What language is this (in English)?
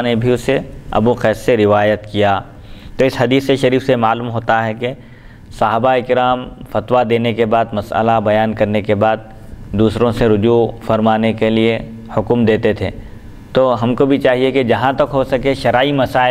Urdu